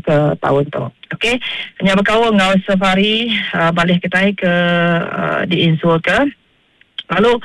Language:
Iban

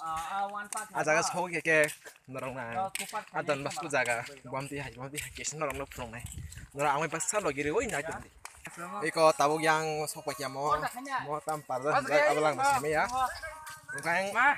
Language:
Kok Borok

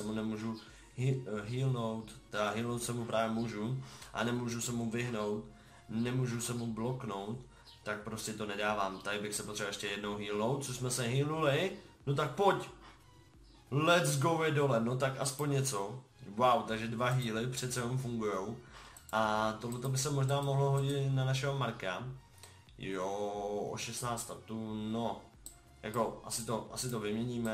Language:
Czech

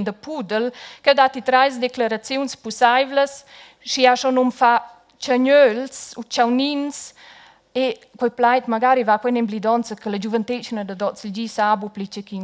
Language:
Romansh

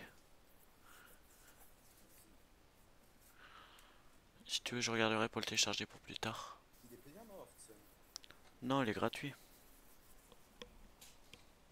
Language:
French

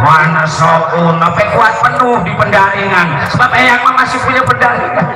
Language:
Betawi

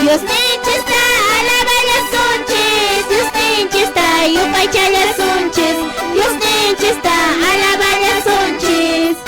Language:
Quechua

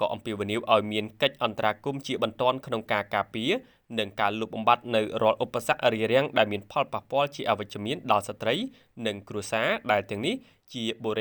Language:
Khmer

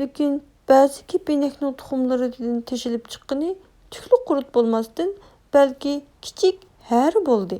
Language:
Uyghur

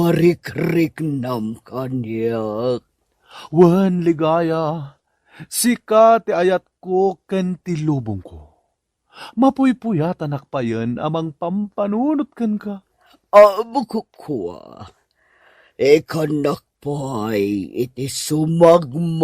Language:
Iloko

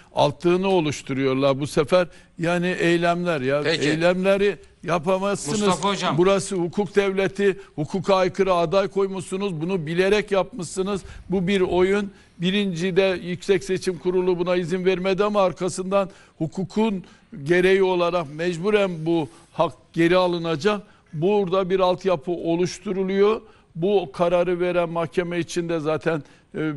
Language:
Turkish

